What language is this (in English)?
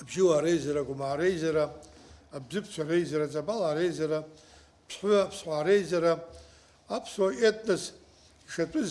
Abkhazian